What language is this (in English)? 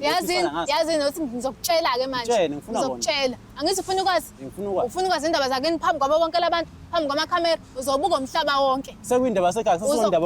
Zulu